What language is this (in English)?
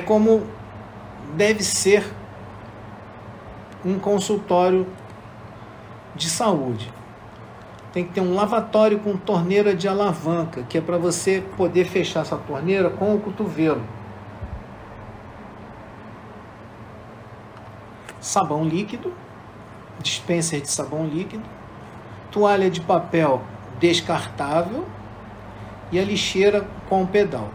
Portuguese